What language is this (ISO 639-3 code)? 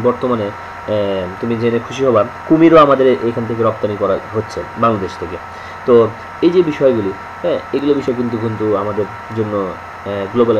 ben